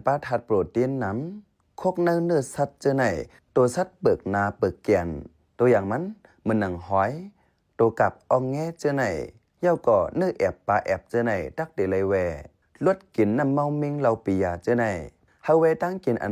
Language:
Shan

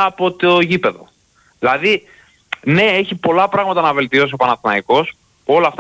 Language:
Greek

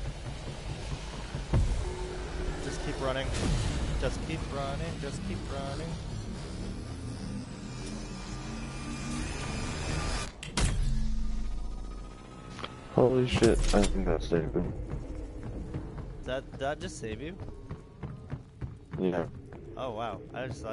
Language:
English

